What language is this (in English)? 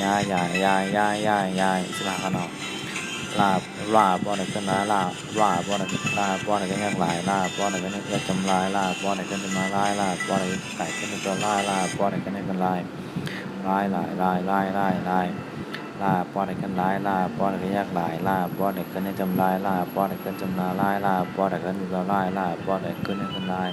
Shan